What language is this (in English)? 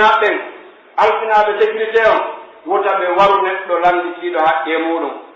Pular